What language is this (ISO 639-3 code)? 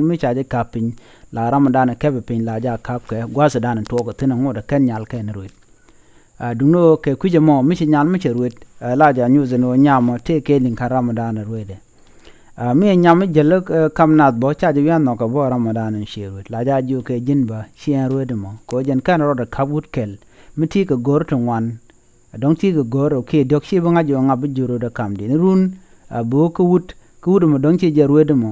nus